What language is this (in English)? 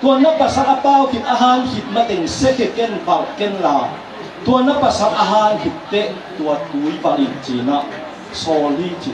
Tedim Chin